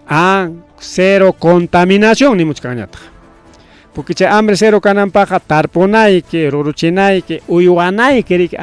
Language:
Ayacucho Quechua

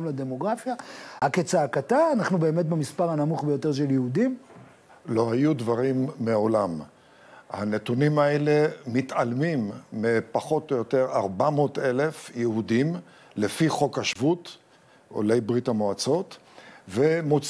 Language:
Hebrew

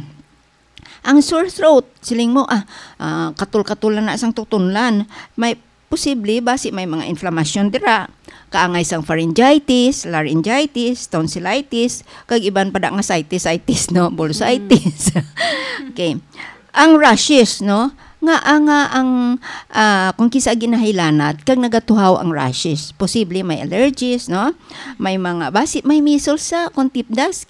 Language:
Hiligaynon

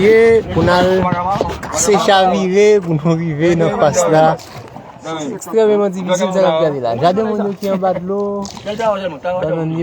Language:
Haitian Creole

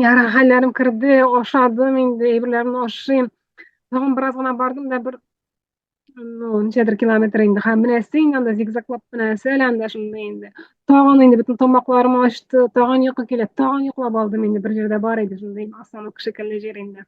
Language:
Tatar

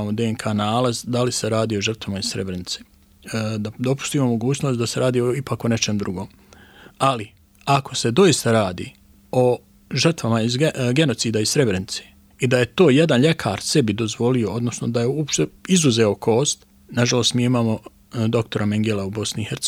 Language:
Bosnian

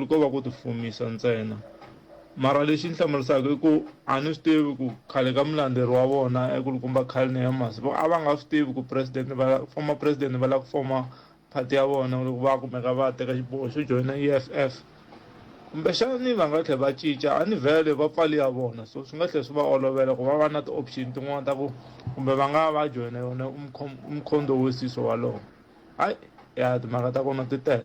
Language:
Tsonga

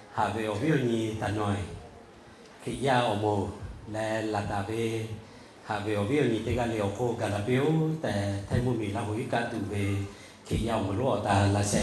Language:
Lahu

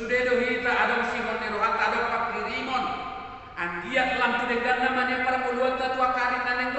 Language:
Batak Toba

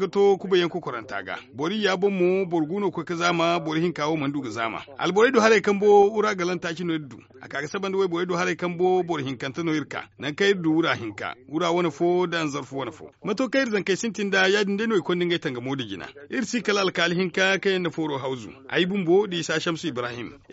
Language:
Zarma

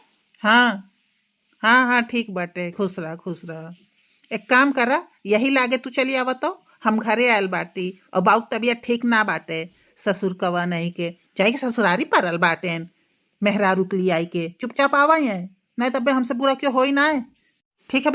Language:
Bhojpuri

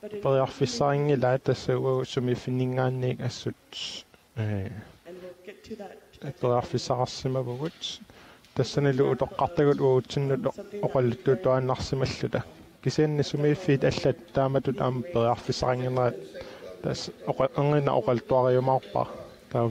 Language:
Kalaallisut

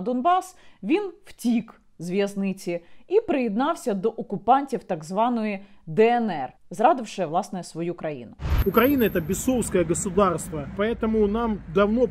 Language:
Ukrainian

